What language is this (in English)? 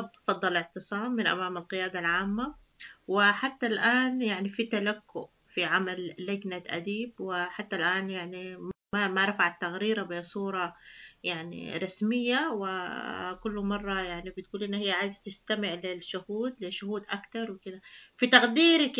Sudanese Arabic